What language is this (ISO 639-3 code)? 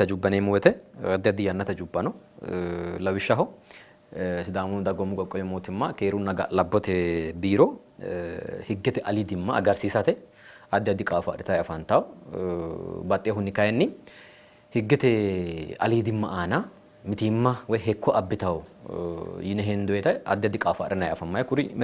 sid